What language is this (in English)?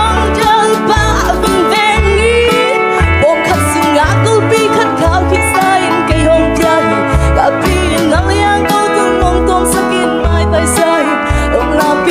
Tedim Chin